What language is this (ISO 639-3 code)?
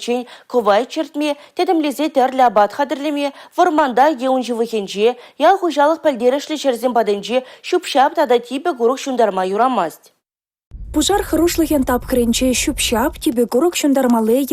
chv